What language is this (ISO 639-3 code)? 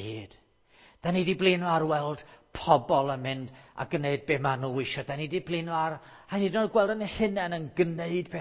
cym